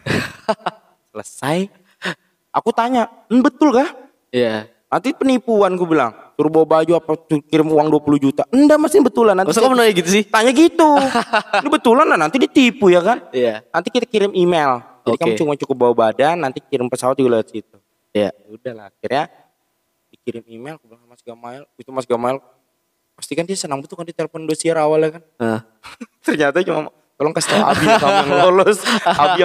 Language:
Indonesian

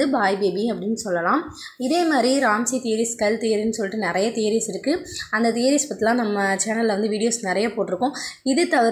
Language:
Tamil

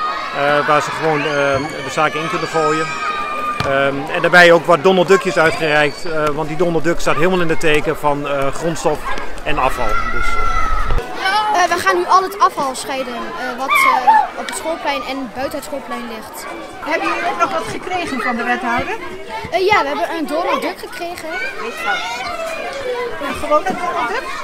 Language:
Dutch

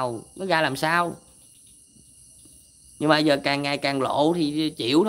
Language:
Vietnamese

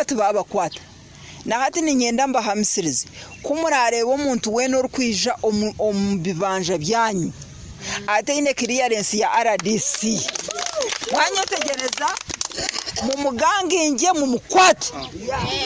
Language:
Nyoro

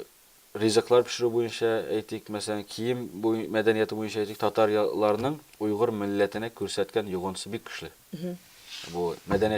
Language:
Tatar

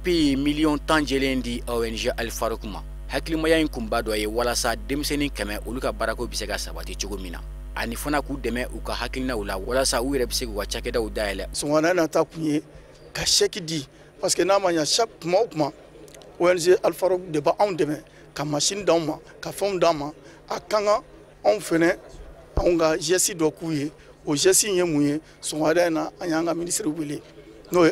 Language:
Bambara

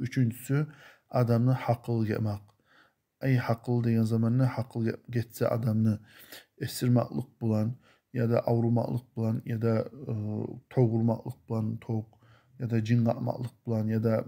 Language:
Kumyk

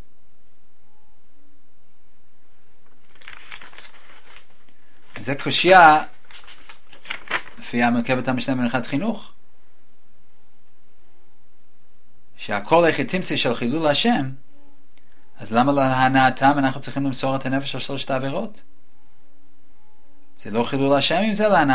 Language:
Hebrew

